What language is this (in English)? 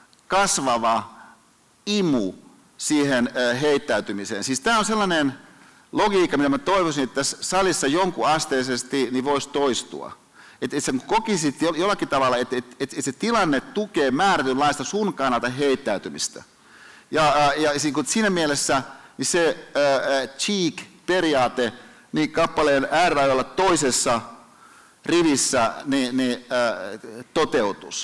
Finnish